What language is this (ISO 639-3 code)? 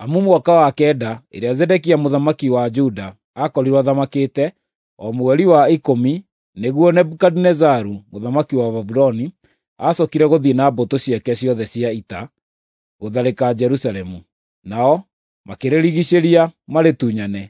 kik